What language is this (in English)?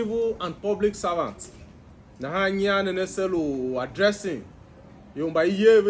Tiv